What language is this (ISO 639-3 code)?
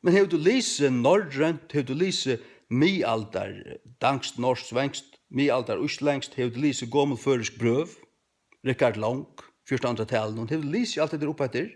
fao